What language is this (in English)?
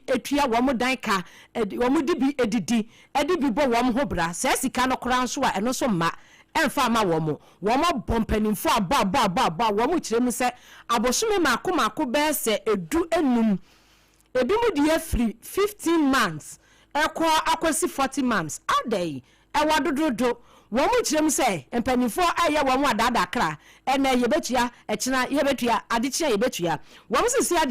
Akan